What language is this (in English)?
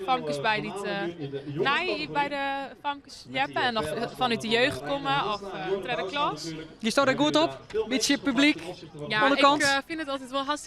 Western Frisian